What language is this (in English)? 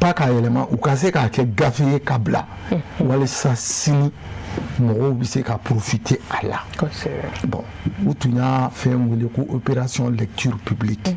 Bambara